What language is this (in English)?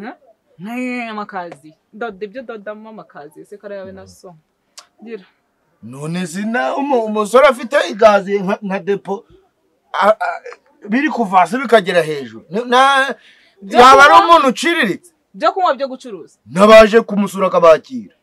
Kinyarwanda